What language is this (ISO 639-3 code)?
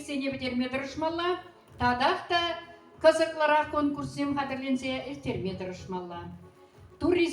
chv